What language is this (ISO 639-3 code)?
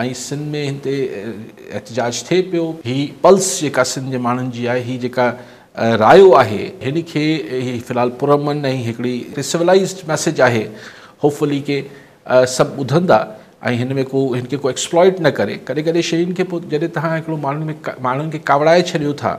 snd